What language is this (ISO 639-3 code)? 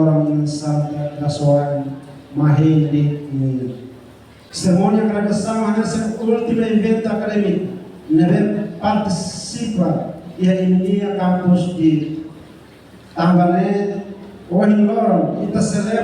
tet